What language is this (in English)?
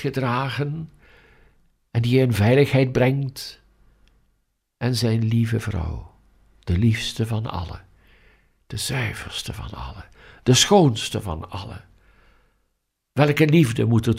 Dutch